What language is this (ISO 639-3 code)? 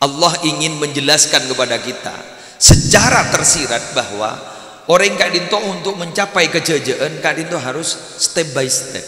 mad